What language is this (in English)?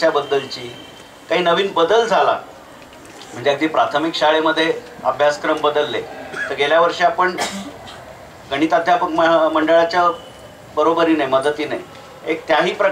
Marathi